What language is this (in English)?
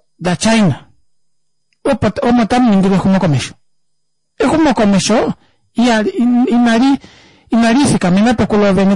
Kuanyama